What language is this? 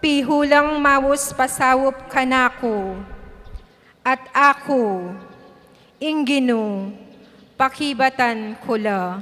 Pampanga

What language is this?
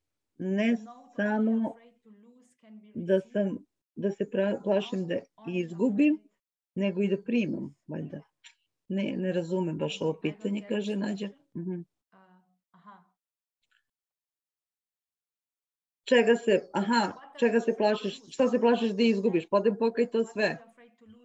Serbian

